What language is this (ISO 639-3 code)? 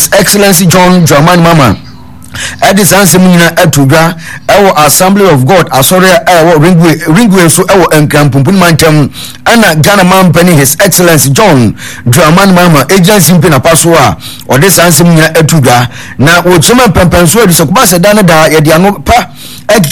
aka